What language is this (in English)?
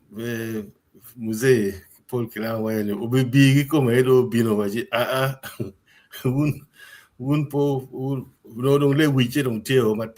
Acoli